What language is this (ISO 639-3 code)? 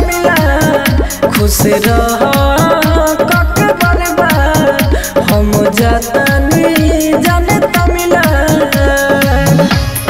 bho